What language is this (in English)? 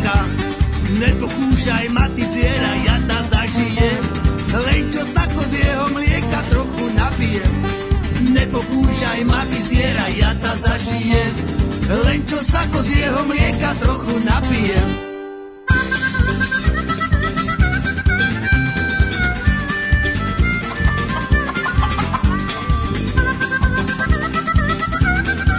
Slovak